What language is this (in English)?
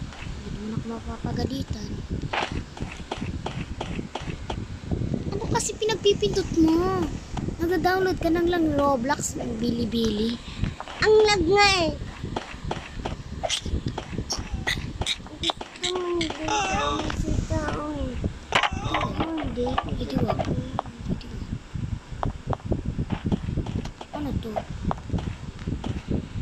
Filipino